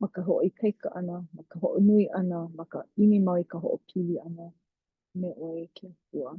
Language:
Hawaiian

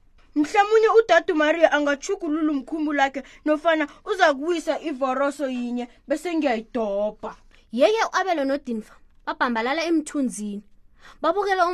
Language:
South Ndebele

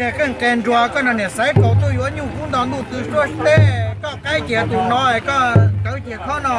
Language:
Hmong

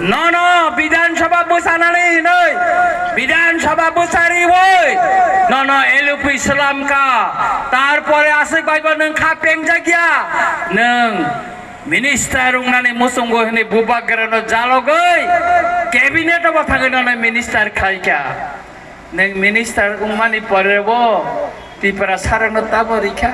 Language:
Kok Borok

